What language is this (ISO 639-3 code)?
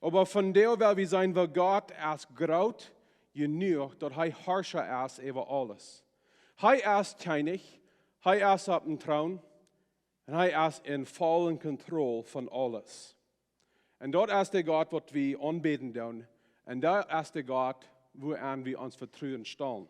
pdt